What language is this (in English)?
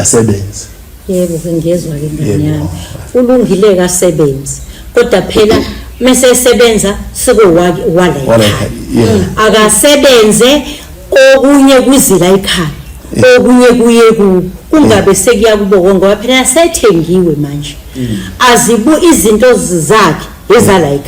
Zulu